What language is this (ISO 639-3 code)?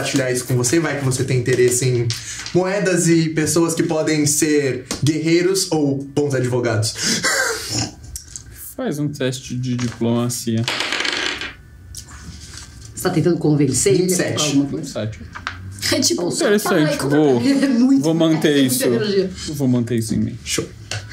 por